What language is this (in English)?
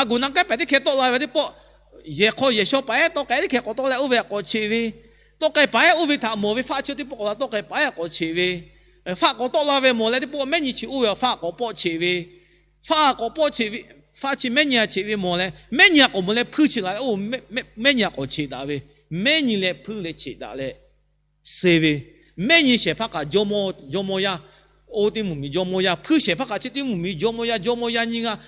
Lahu